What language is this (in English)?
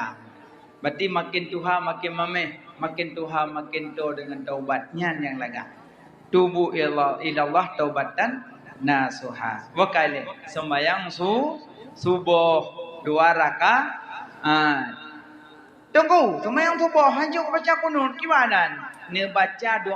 Achinese